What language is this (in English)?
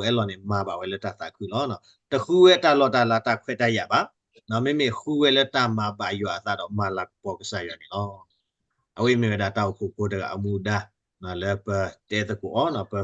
S'gaw Karen